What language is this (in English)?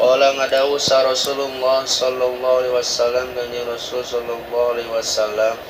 Sundanese